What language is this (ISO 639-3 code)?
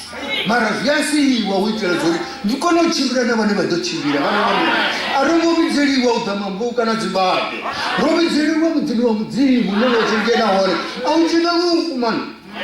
ven